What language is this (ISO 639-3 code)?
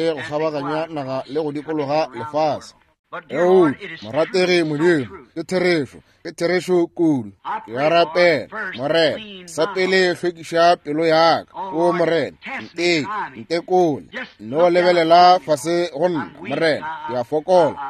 nso